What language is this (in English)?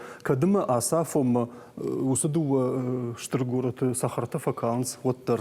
Ossetic